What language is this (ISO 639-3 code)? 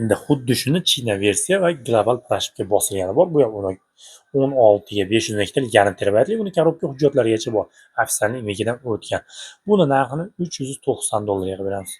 uzb